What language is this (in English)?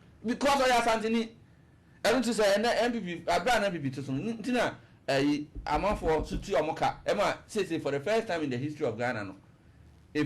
Akan